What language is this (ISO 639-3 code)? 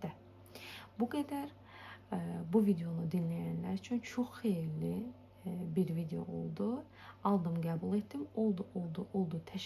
aze